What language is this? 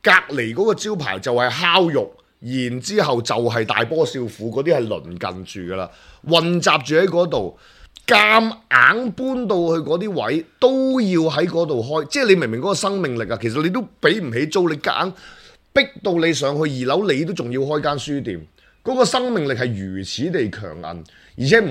Cantonese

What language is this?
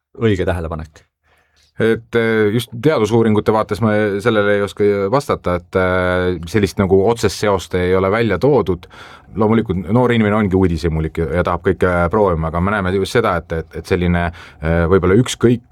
Estonian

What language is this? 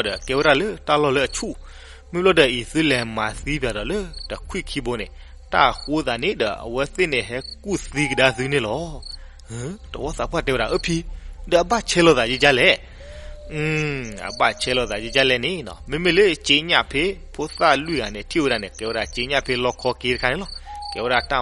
S'gaw Karen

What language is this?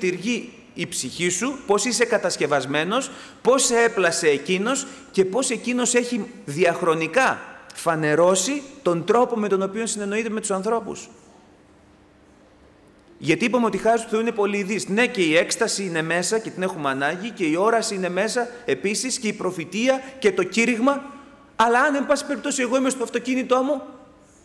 Greek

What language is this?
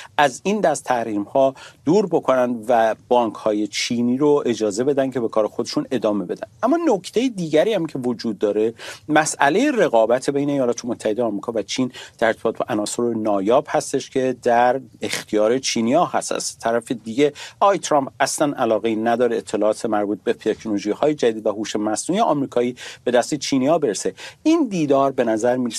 Persian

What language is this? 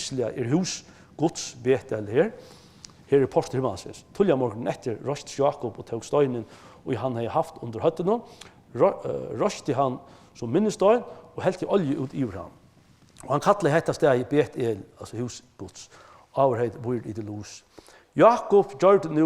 Faroese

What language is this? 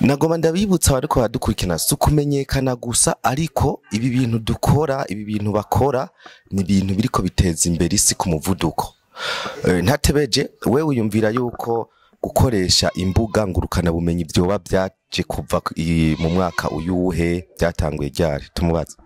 Rundi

